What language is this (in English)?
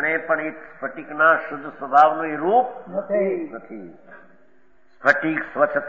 Gujarati